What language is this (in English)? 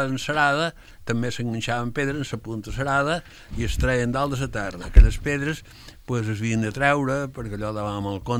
Catalan